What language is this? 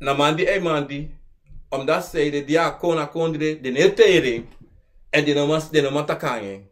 Sranan Tongo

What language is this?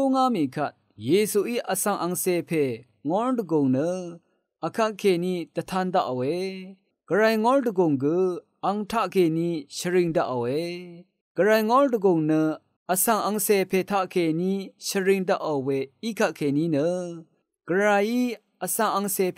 Rawang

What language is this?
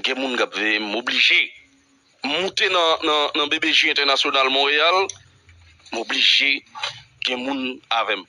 Haitian Creole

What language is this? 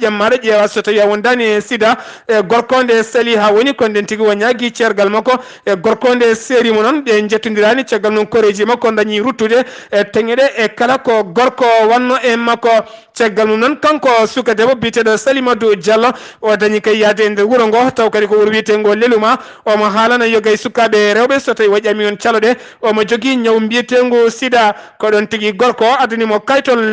Fula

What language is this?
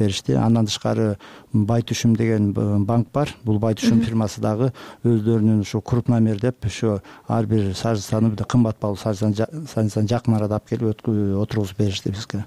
Kyrgyz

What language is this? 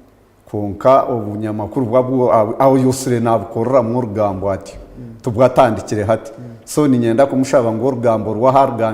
Nyankole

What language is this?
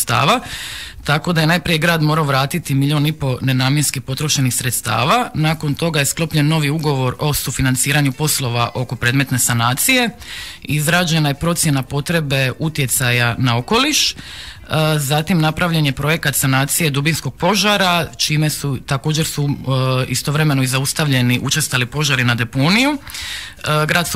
Croatian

